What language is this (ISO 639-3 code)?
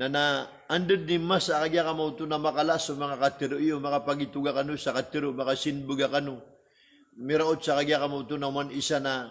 mrw